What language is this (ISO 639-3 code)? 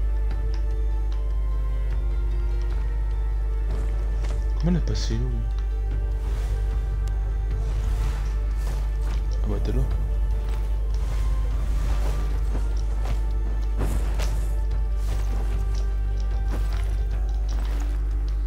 fra